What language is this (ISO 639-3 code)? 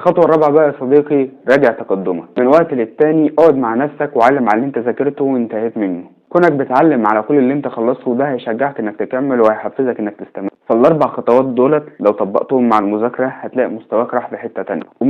arz